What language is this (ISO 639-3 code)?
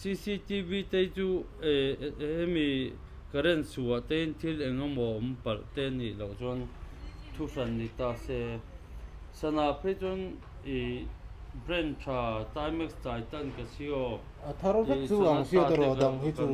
lus